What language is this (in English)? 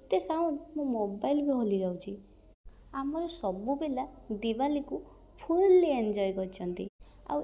Odia